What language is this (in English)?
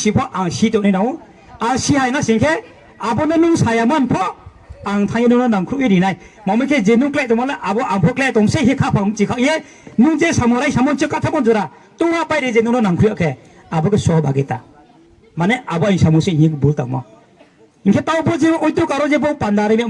Riang (India)